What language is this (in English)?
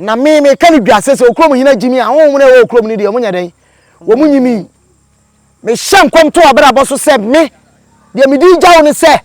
Akan